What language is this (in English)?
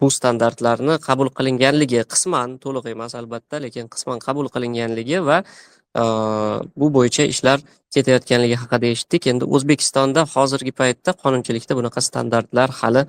Uzbek